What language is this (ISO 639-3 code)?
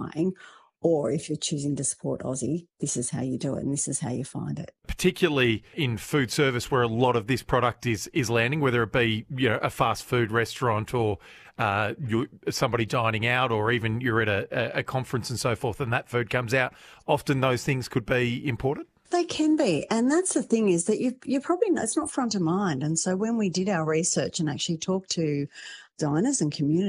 eng